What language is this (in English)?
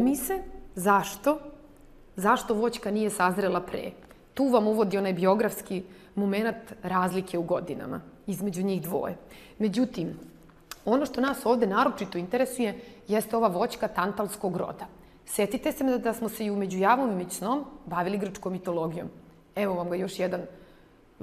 Serbian